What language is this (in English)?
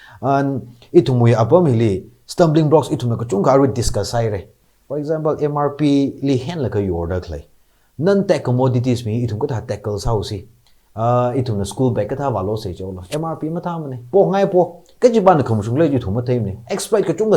Tangkhul Naga (India)